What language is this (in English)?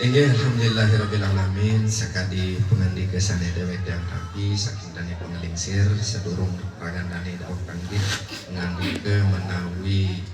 Sasak